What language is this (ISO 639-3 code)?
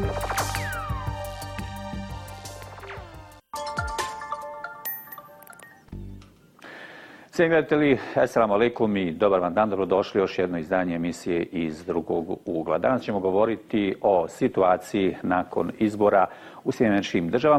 bos